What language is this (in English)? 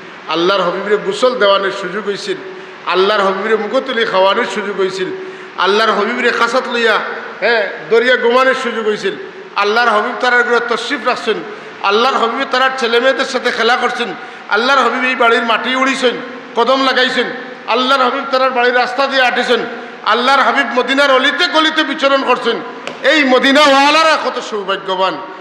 Sylheti